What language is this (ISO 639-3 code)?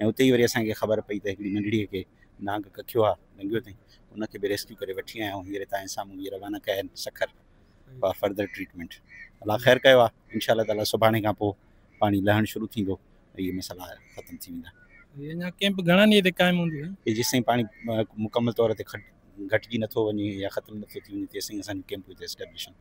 snd